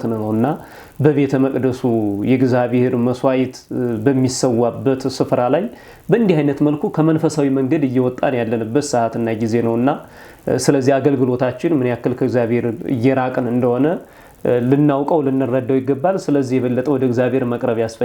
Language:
Amharic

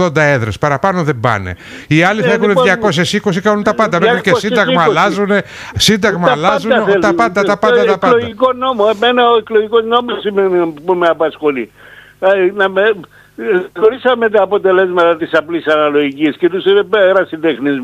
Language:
Greek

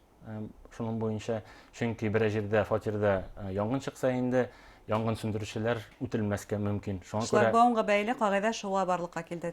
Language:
Bashkir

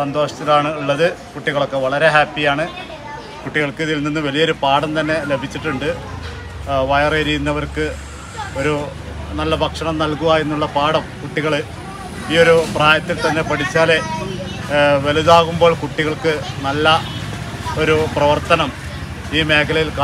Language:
Malayalam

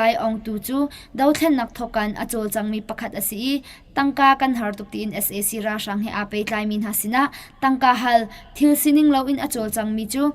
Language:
Hakha Chin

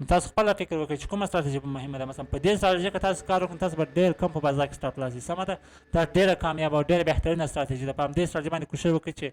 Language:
Pashto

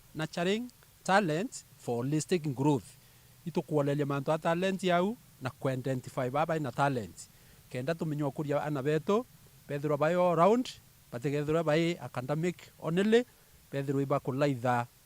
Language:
Meru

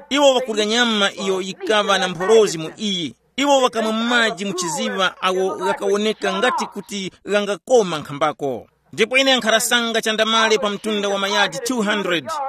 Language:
Tumbuka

